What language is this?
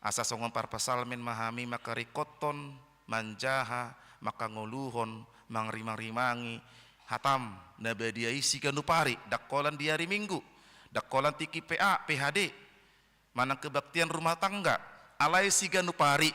Batak Toba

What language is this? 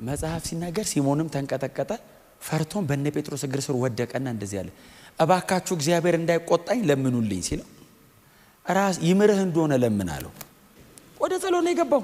Amharic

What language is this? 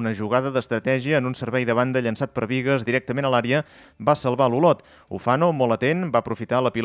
Catalan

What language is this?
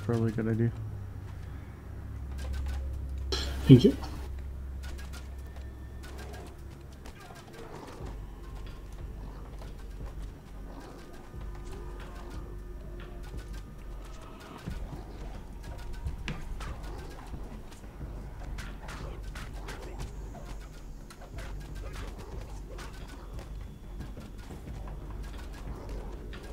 English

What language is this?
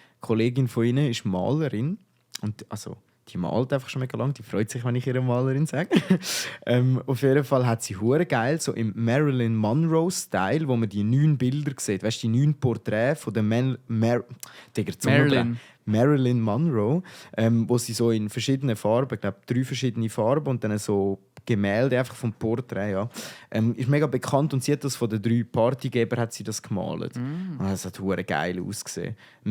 Swiss German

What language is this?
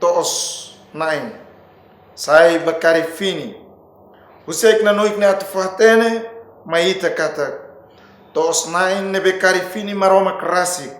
Tetum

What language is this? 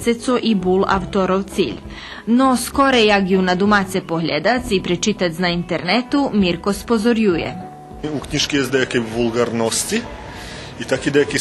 Rusyn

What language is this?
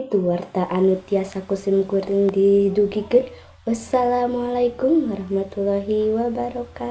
Sundanese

